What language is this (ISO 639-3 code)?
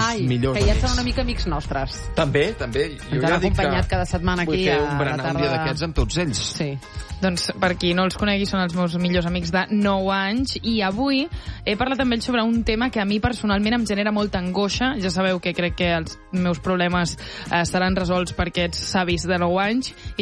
cat